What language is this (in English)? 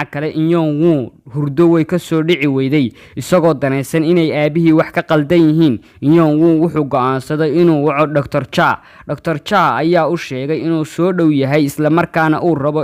Somali